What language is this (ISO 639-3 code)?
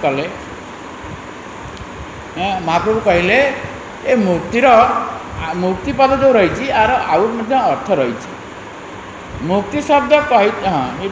ori